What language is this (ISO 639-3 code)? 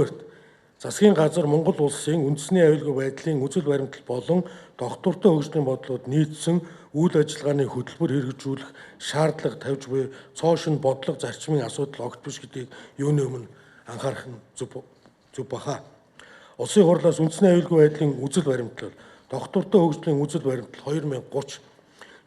mon